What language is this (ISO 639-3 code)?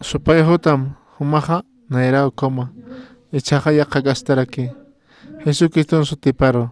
aym